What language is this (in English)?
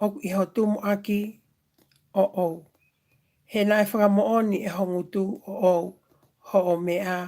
Tongan